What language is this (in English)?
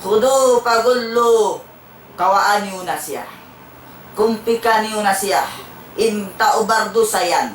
Tausug